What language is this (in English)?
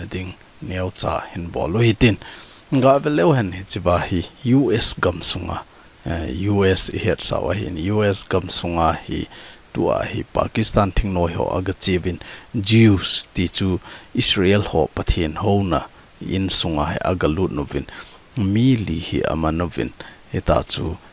Thado Chin